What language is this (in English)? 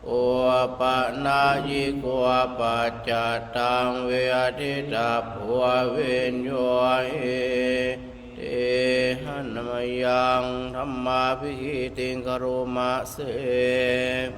Pali